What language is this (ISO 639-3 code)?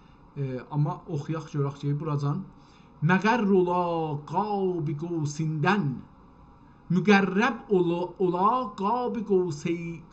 azb